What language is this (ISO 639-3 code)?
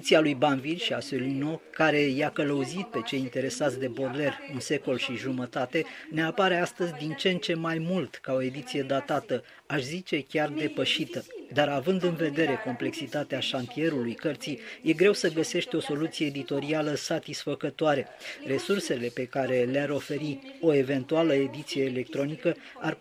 ron